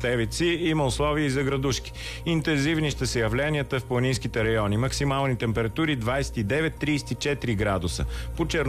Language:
Bulgarian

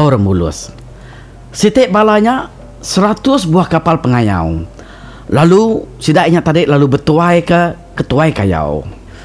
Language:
Iban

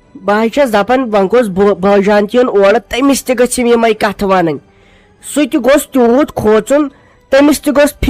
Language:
Kashmiri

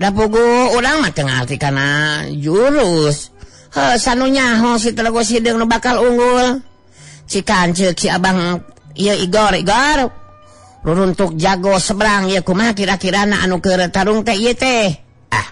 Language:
Sundanese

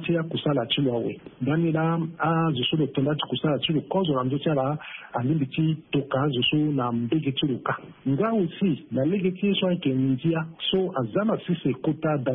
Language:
Sango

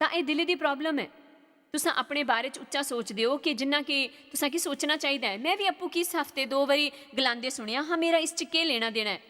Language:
Dogri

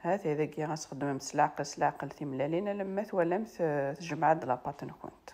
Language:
Kabyle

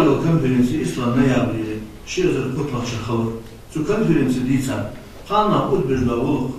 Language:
Ingush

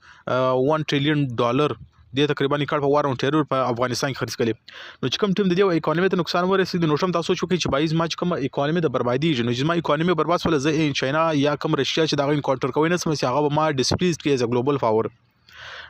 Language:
Pashto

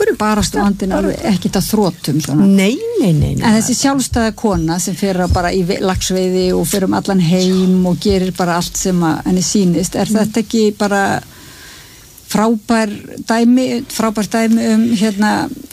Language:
Icelandic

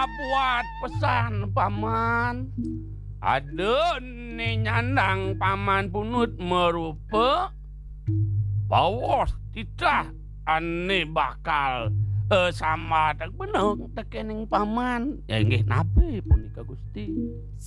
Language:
Balinese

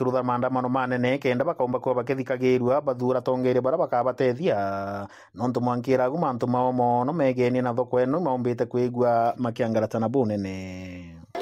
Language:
Meru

